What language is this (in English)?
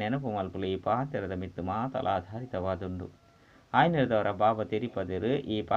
Tulu